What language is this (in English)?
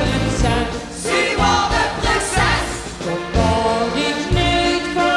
Limburgish